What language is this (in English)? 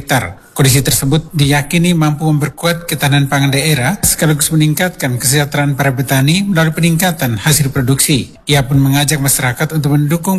Indonesian